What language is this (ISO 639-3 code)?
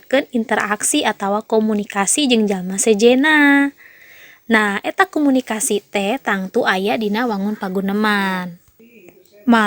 sun